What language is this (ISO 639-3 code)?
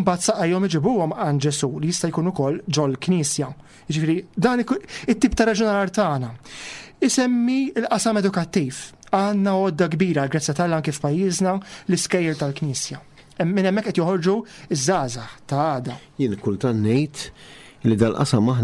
mlt